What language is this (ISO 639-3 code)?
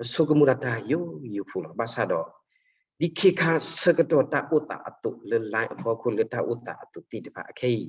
ksw